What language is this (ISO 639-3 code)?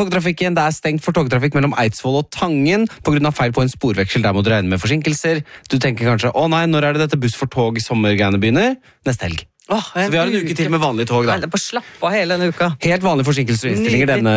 nor